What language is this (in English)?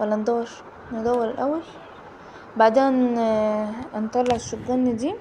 Egyptian Arabic